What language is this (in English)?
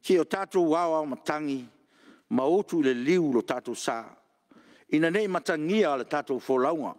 Samoan